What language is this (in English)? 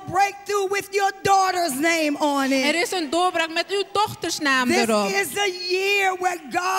Dutch